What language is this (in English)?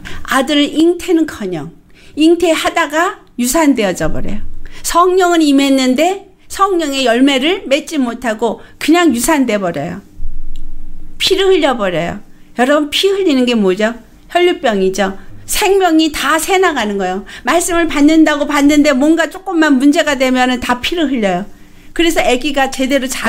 Korean